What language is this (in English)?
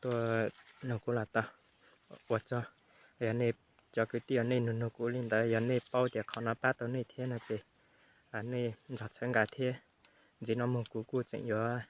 Hmong